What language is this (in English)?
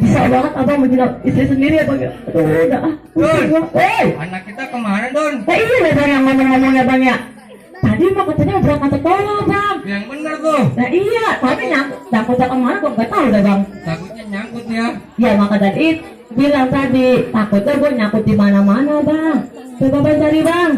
Betawi